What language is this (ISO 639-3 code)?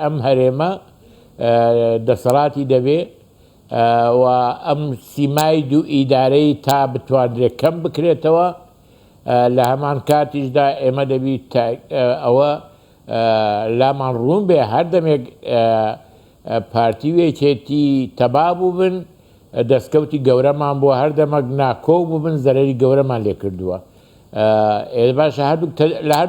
ckb